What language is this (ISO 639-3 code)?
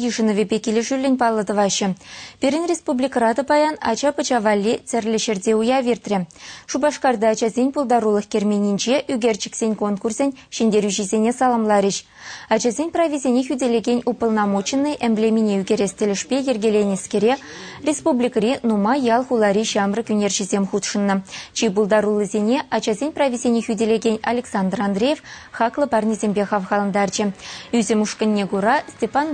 chv